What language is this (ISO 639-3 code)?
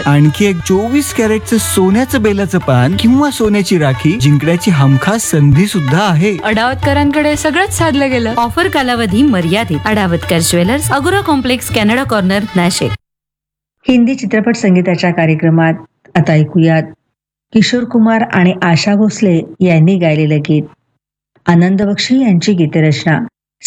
mar